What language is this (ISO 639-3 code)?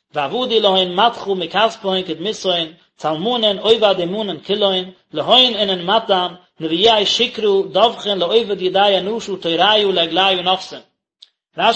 yid